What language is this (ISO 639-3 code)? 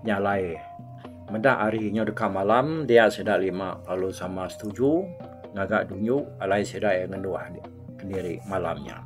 iba